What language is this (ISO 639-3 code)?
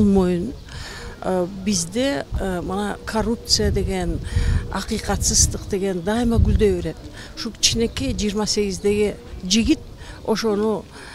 kir